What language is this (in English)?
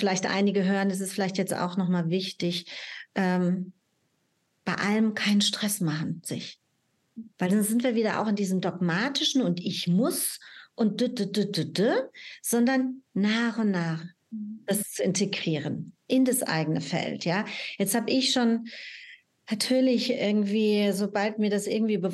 German